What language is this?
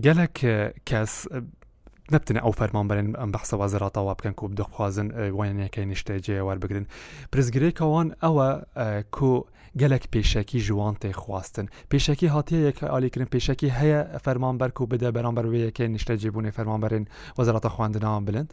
Kurdish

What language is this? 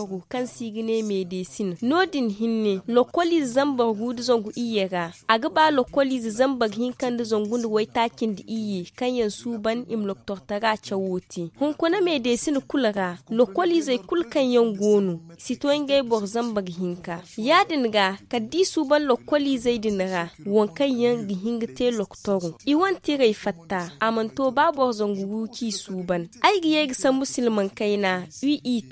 Zarma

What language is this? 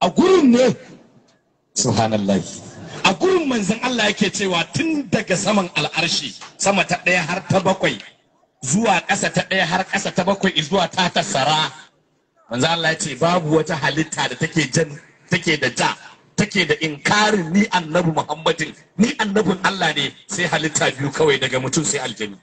Hausa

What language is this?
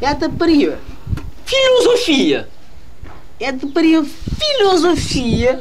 Kabuverdianu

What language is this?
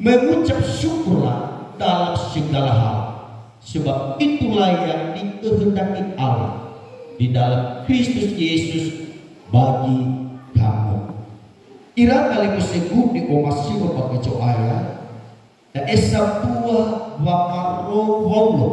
Nias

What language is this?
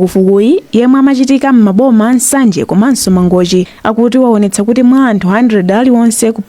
Nyanja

